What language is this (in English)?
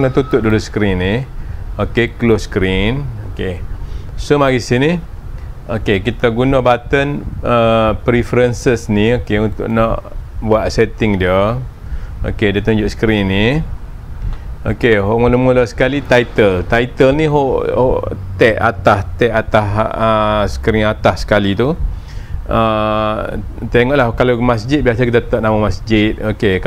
Malay